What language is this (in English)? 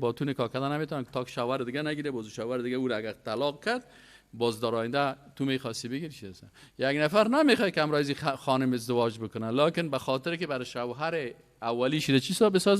Persian